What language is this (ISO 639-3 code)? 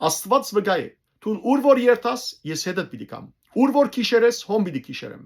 hyw